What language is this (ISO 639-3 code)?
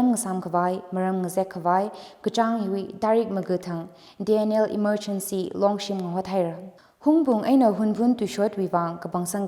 nmf